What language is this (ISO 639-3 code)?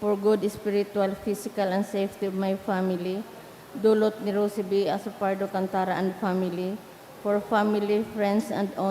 bik